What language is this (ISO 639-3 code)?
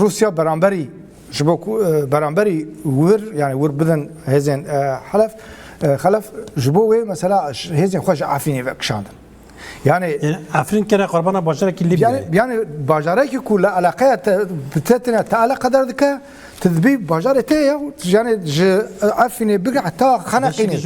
kur